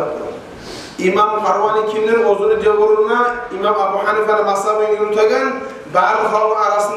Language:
Kumyk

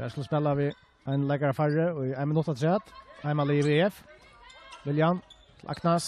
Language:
Faroese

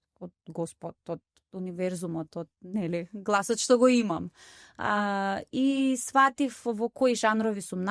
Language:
Macedonian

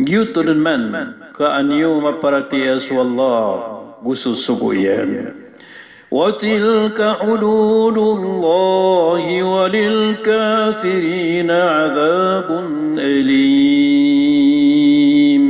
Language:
Maranao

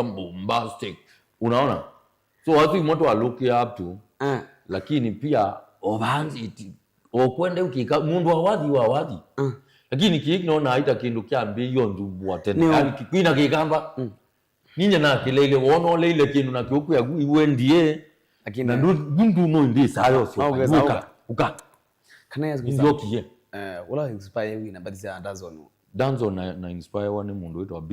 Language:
Kamba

